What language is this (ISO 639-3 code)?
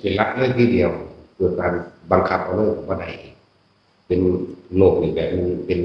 tts